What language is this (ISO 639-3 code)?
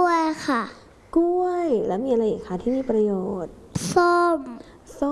tha